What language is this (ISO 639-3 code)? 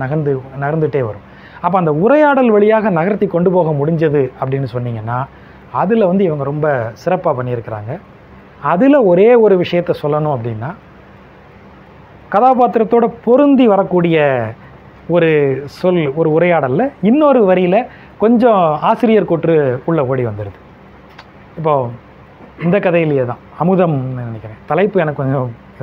tam